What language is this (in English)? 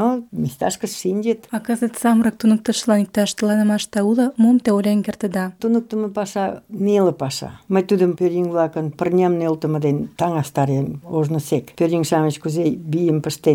Mari